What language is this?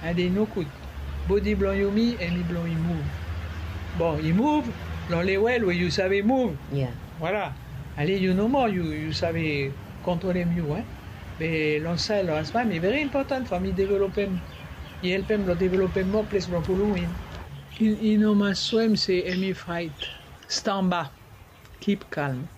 Bislama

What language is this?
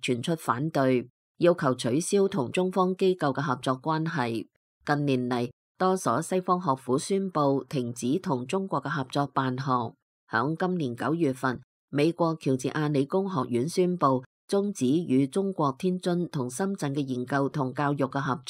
Cantonese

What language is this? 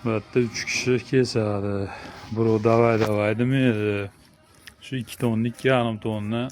Uzbek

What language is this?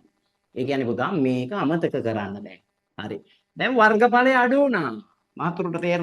Sinhala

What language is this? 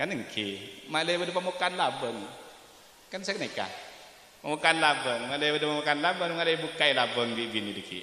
Madurese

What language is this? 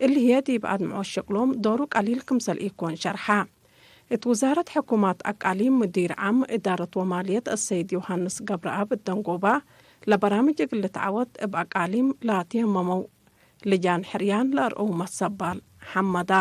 Tigre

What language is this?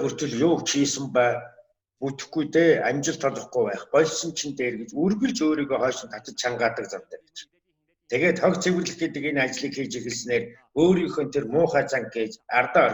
Mongolian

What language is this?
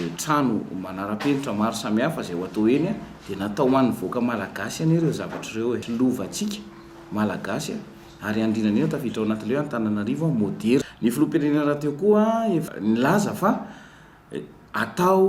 Malagasy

